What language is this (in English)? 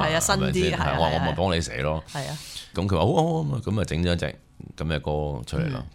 Cantonese